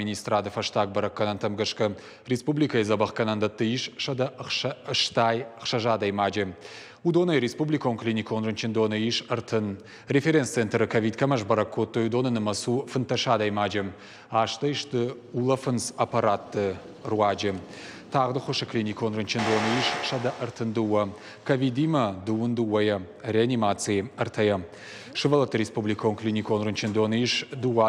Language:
Ossetic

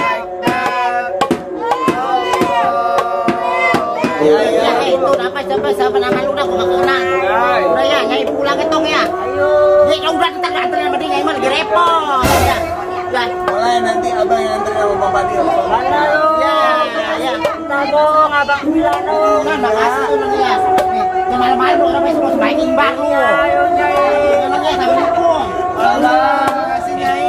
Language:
Betawi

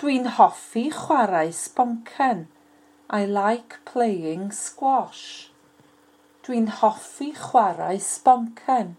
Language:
Welsh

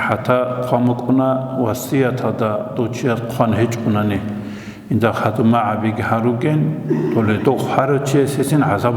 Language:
Avaric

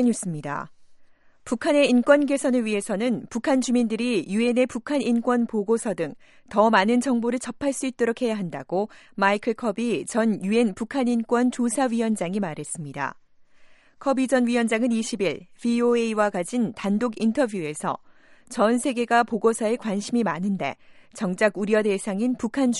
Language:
Korean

